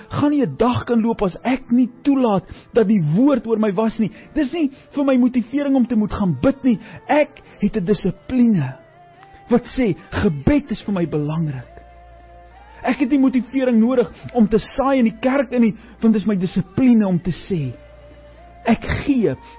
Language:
Afrikaans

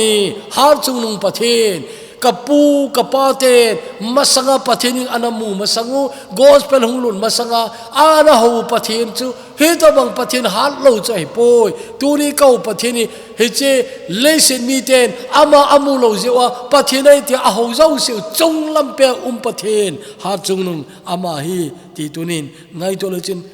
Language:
Thado Chin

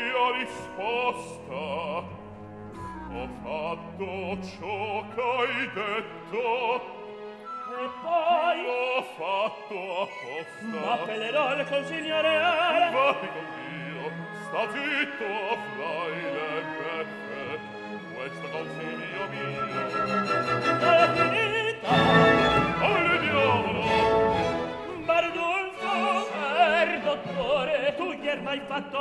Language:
Italian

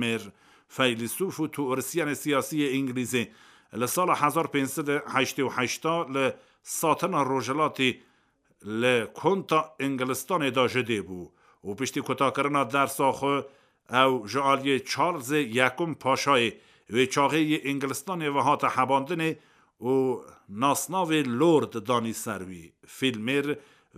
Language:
Kurdish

